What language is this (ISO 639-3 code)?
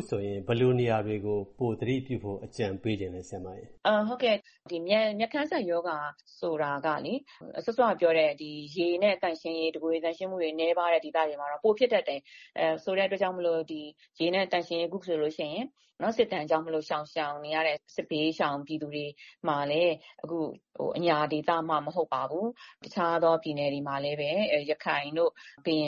mya